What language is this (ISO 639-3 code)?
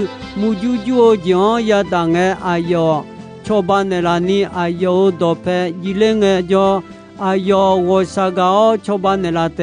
ahk